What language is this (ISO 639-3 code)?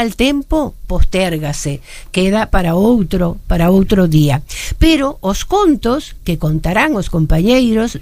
glg